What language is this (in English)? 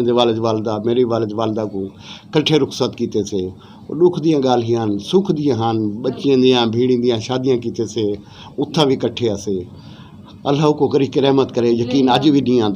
Western Panjabi